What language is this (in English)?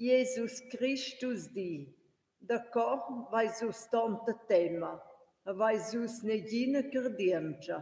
Romansh